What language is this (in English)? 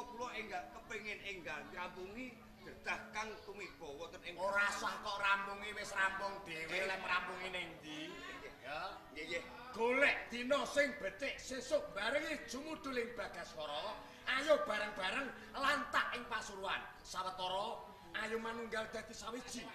Javanese